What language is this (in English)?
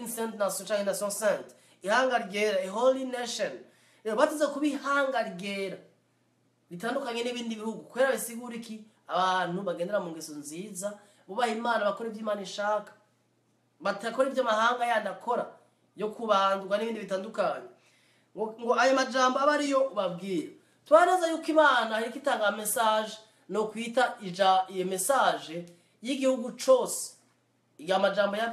Rundi